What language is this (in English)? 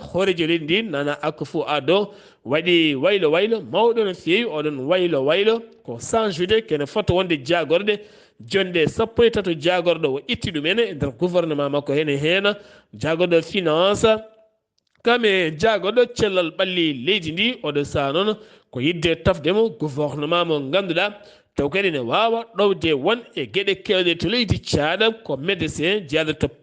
Fula